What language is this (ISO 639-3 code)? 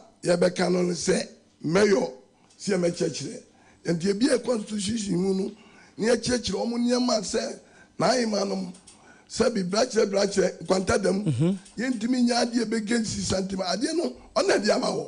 aka